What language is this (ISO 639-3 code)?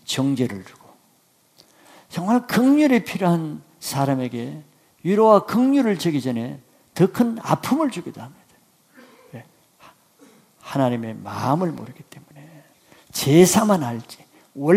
kor